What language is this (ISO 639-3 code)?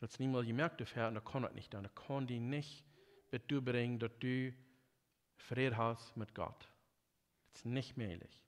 pdt